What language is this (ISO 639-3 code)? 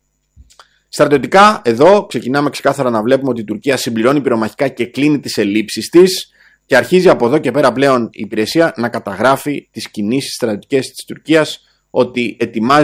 ell